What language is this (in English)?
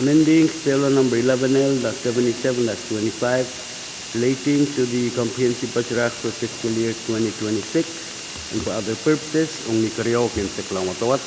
Pohnpeian